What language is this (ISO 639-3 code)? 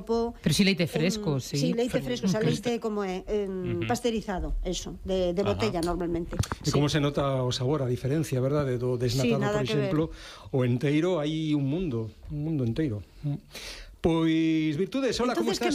glg